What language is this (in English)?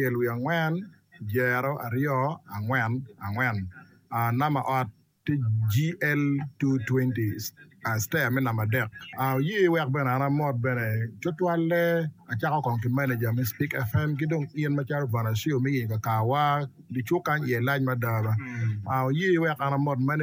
Acoli